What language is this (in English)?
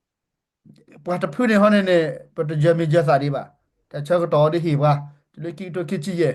S'gaw Karen